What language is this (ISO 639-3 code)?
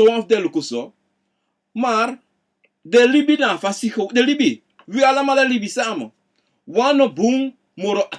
srn